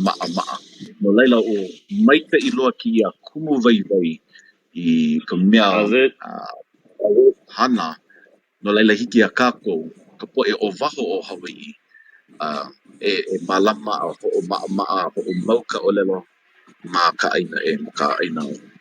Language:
Hawaiian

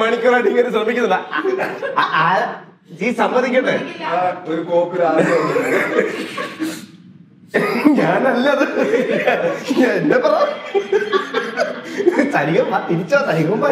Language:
Malayalam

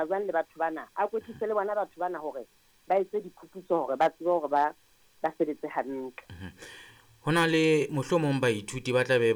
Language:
Southern Sotho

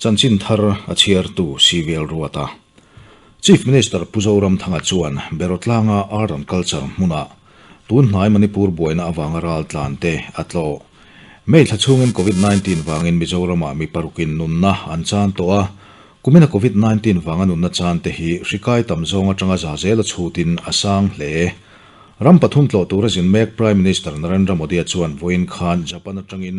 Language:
Mizo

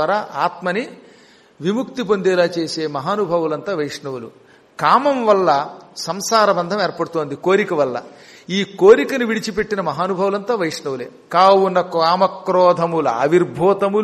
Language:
Telugu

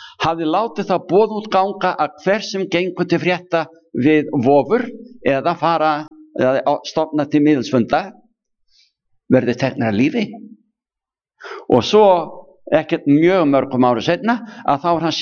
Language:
Icelandic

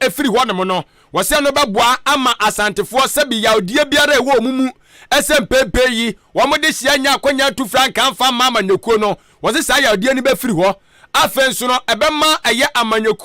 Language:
Akan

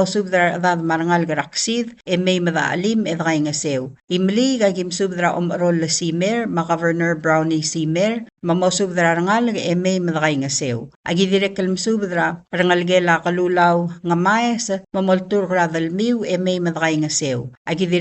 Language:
Palauan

